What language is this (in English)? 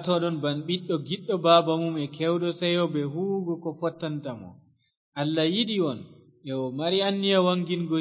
Fula